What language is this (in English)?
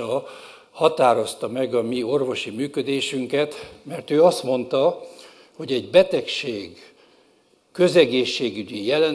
Hungarian